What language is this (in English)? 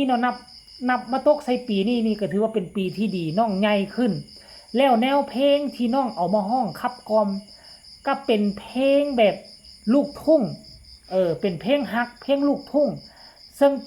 Lao